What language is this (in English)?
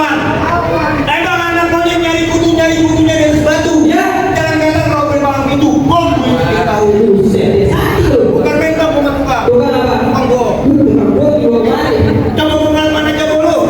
Betawi